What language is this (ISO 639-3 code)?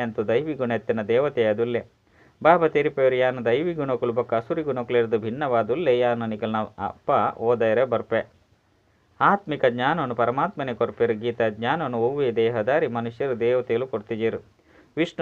tcy